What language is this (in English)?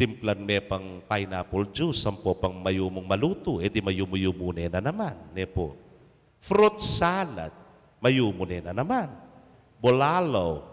Pampanga